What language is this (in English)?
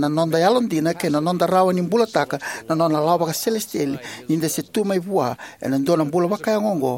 Fijian